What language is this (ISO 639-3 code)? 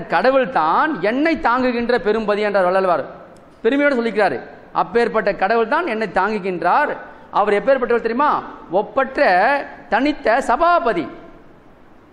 tam